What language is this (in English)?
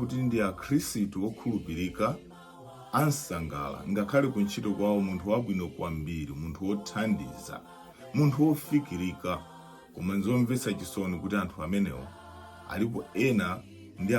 Nyanja